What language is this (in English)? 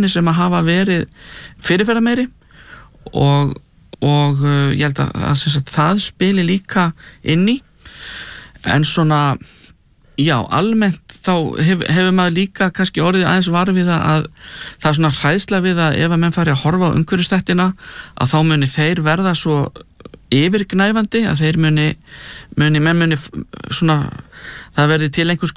Icelandic